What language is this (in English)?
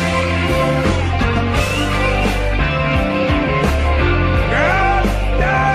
English